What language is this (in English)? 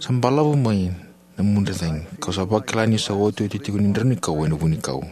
Fijian